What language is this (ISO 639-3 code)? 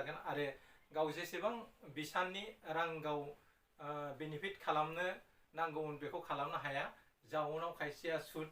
brx